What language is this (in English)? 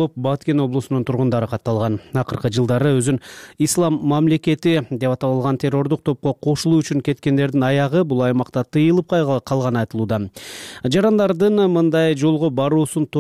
Kyrgyz